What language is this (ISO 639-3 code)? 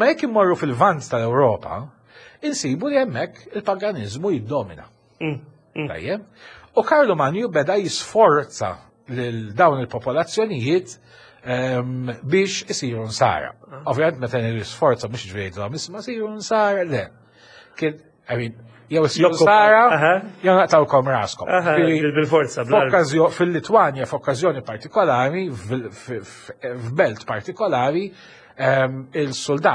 mlt